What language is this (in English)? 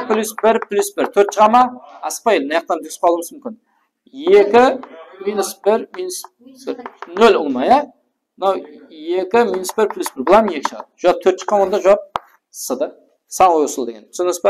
Kara-Kalpak